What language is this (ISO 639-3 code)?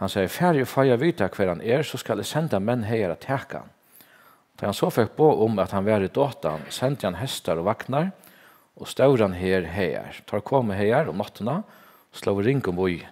fao